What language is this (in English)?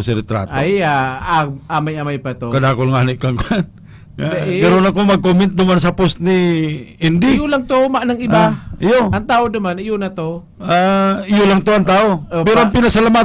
Bikol